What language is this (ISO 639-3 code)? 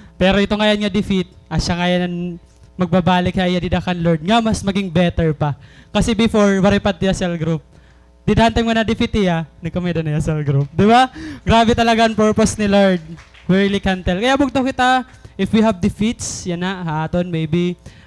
war